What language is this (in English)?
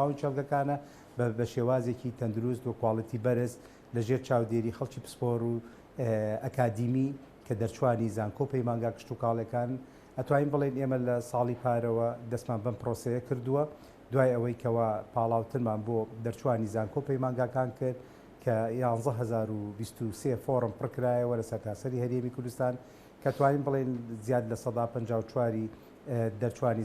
Central Kurdish